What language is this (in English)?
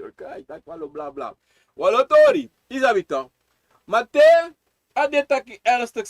Sranan Tongo